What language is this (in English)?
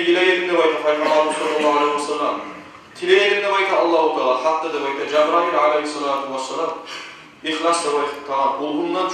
Kumyk